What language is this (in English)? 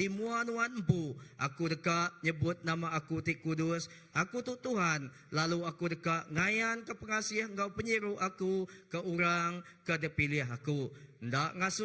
Iban